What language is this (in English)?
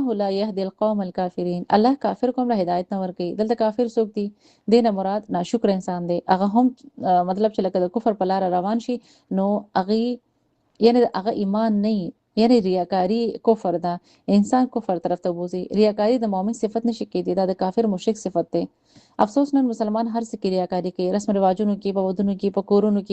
Pashto